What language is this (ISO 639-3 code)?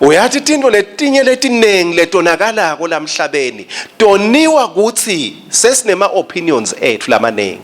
ssw